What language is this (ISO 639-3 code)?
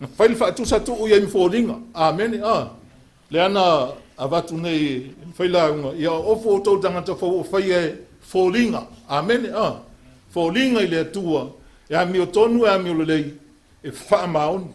smo